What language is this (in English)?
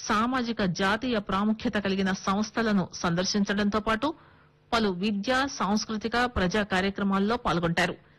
Telugu